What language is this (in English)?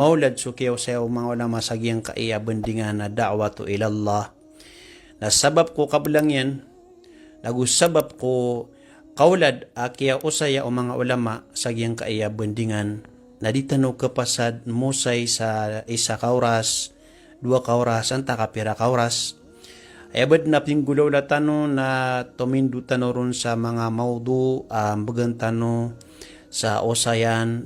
Maranao